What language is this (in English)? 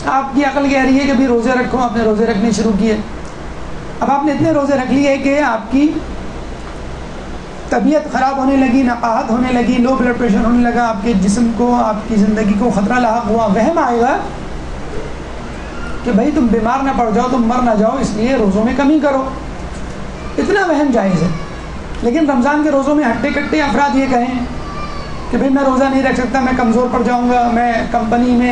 Urdu